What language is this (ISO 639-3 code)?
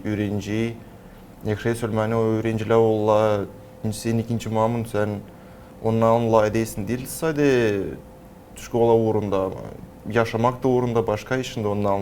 gag